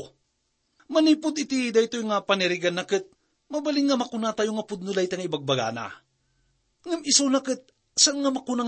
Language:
Iloko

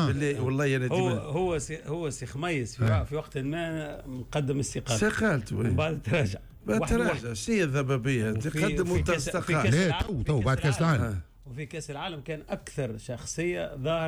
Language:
Tunisian Arabic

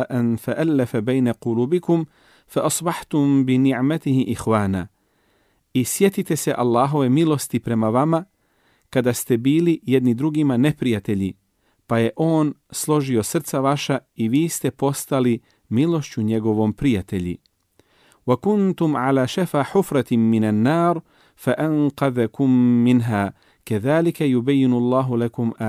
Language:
Bosnian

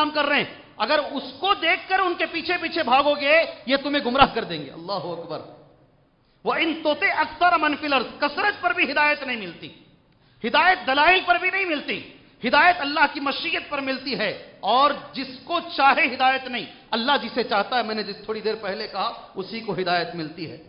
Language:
Urdu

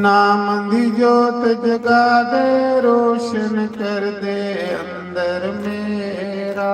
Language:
Dogri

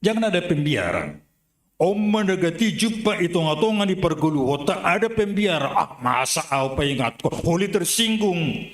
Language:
Batak Simalungun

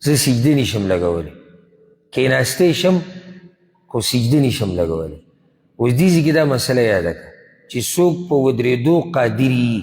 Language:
Pashto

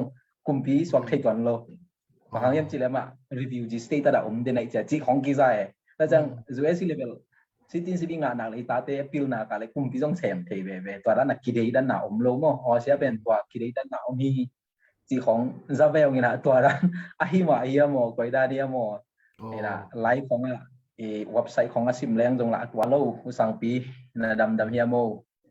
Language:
Tedim Chin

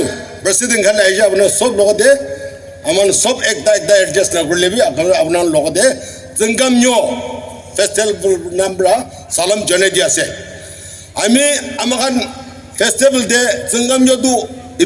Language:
Naga Pidgin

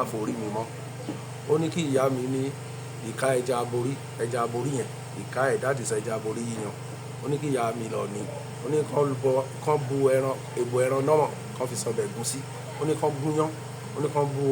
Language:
Yoruba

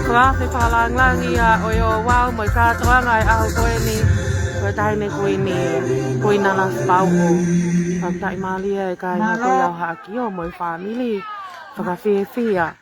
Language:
Tongan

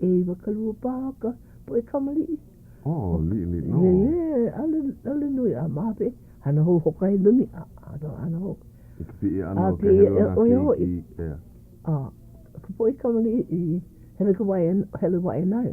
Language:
Hawaiian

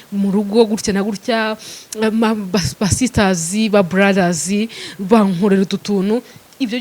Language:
Kinyarwanda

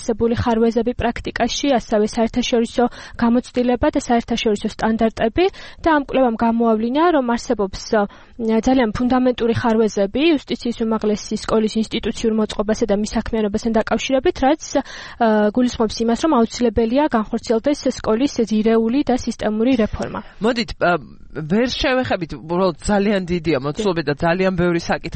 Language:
Georgian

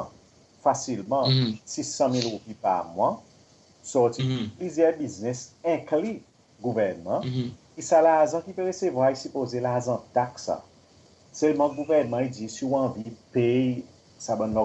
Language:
Seselwa Creole French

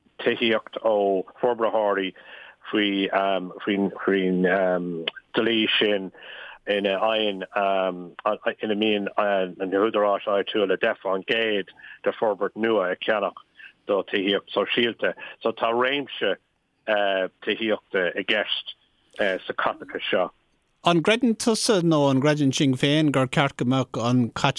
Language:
Irish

